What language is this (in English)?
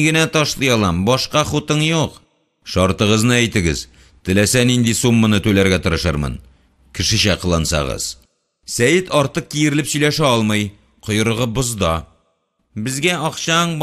Tatar